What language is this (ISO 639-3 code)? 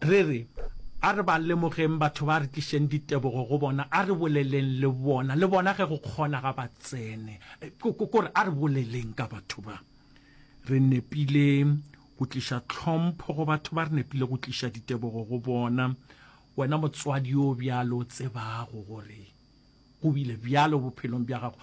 nso